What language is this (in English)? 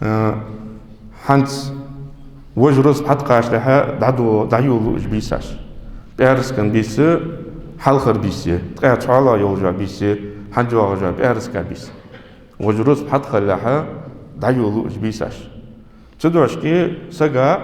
Ingush